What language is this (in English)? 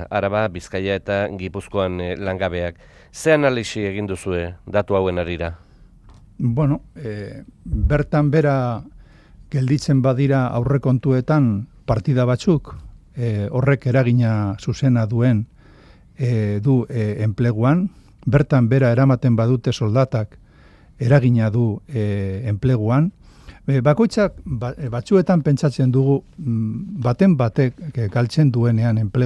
Basque